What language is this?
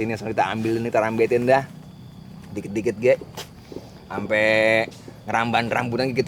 Betawi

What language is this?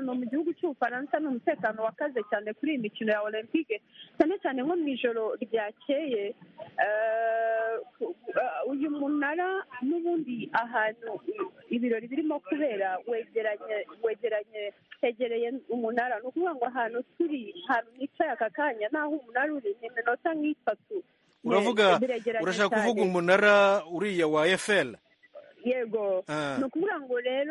Kinyarwanda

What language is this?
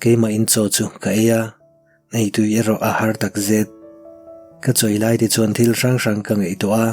Mizo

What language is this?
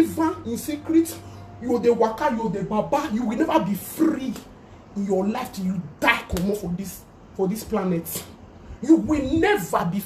Nigerian Pidgin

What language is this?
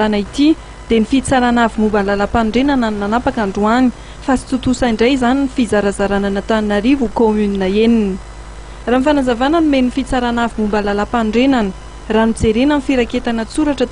Malagasy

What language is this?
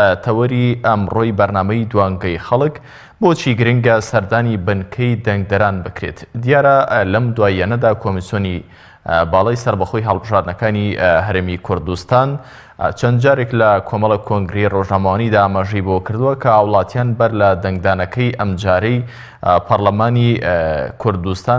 Central Kurdish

